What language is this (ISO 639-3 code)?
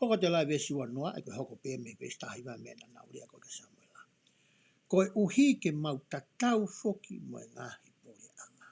ton